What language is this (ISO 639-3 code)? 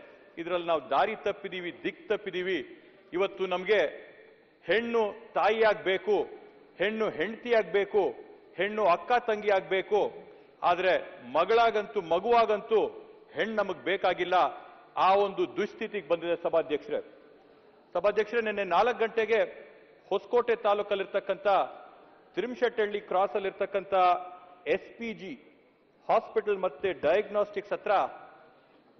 kan